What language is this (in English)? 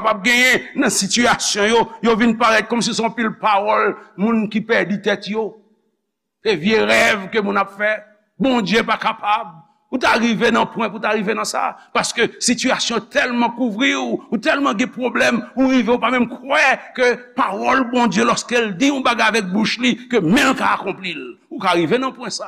Haitian Creole